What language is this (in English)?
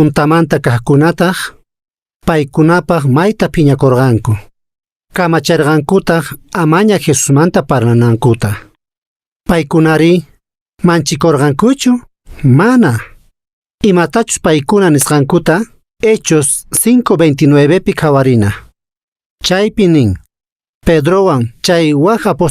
Quechua